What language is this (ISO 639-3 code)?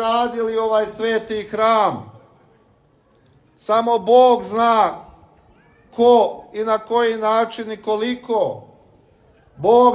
srp